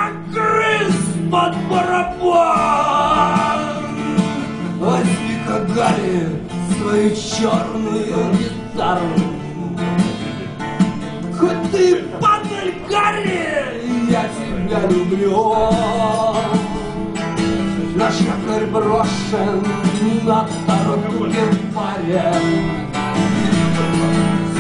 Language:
Russian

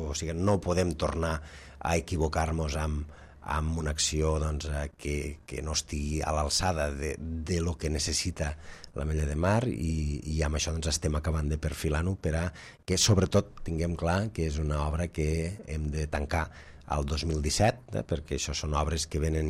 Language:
Catalan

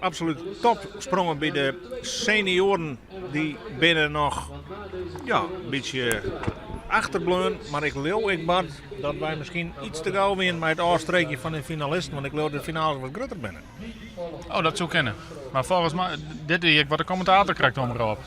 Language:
Western Frisian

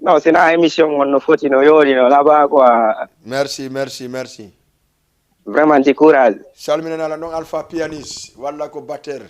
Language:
Fula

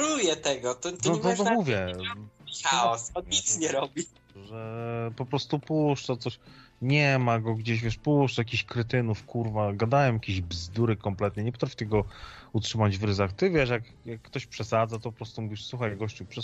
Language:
Polish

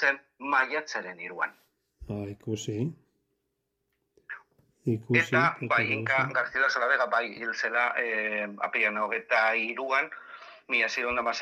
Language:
Basque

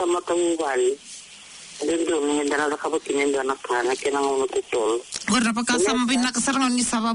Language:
Fijian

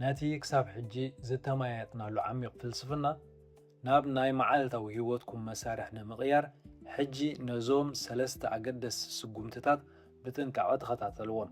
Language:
Tigrinya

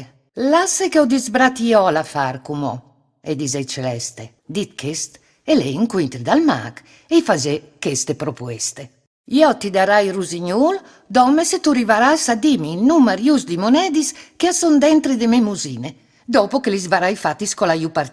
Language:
Friulian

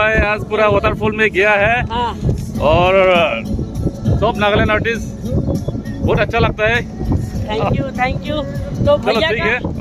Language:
Hindi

